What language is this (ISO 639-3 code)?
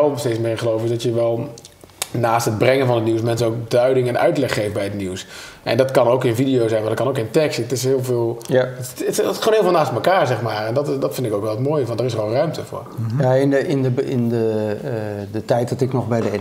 nld